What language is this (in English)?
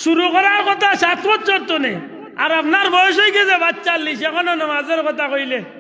Sylheti